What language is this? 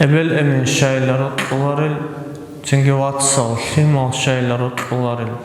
Avaric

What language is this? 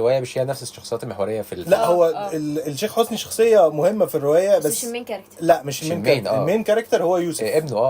Egyptian Arabic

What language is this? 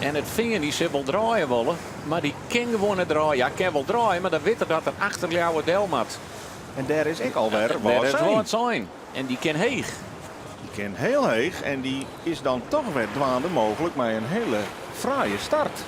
Western Frisian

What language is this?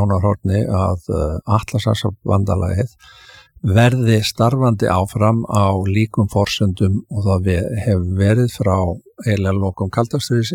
Icelandic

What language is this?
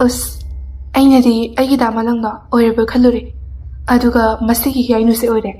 Manipuri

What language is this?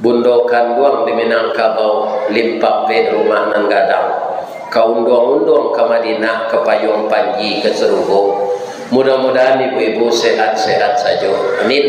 Minangkabau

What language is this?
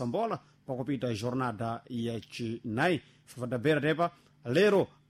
Sena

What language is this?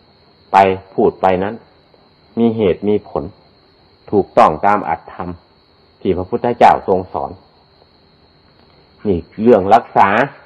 Thai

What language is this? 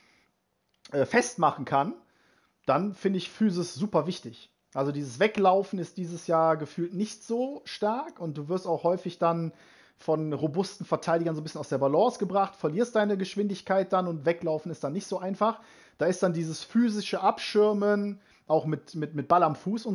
German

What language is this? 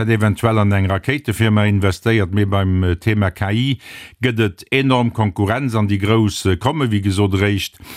Luxembourgish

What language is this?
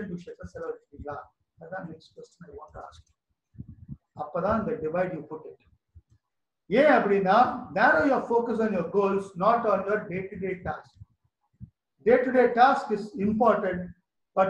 Tamil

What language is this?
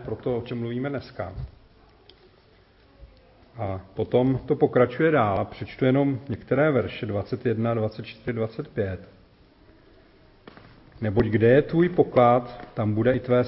Czech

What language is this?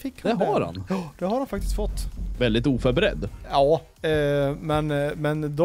Swedish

